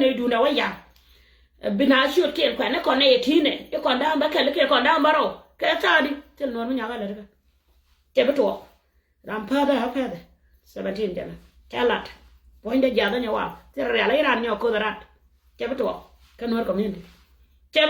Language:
Nuer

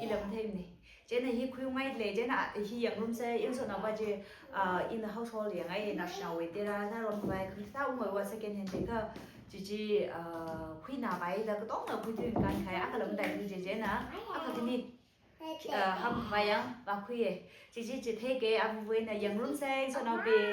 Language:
Tangkhul Naga (India)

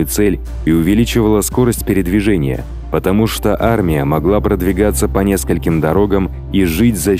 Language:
Russian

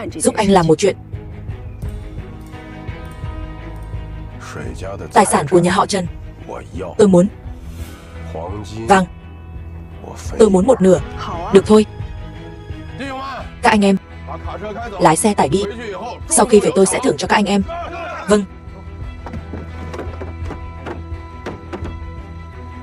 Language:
Vietnamese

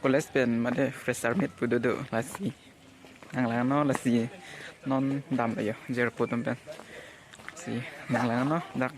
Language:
Karbi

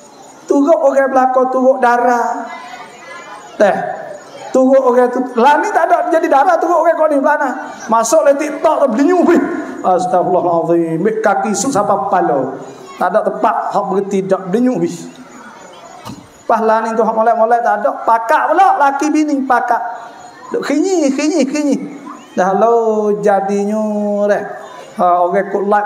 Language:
Malay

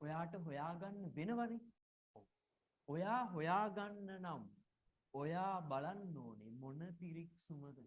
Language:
Sinhala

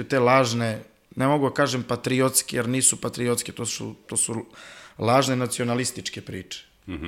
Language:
Serbian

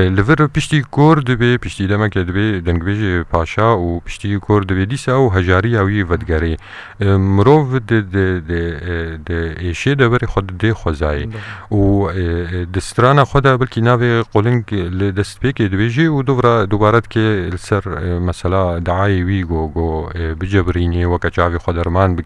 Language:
Kurdish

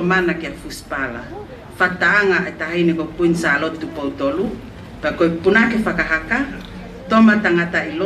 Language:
Tongan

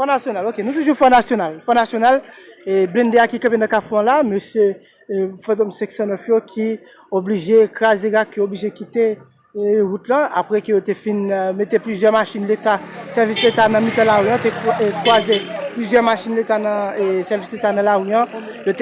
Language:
Haitian Creole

